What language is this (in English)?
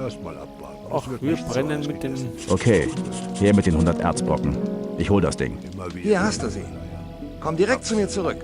Bavarian